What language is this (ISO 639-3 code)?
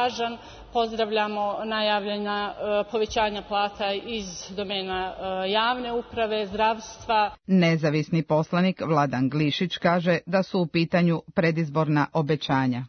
srp